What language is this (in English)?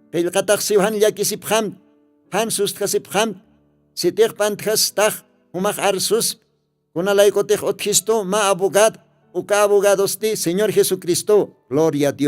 Aymara